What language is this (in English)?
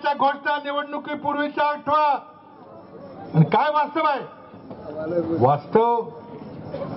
Marathi